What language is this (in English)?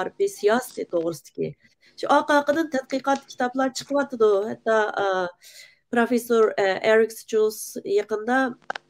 Uyghur